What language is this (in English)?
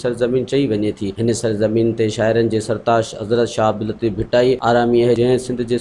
Sindhi